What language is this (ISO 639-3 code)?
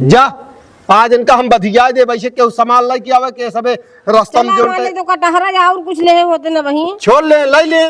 awa